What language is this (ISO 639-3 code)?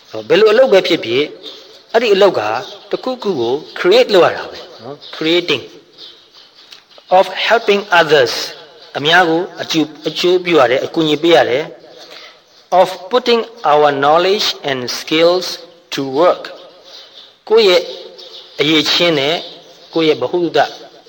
mya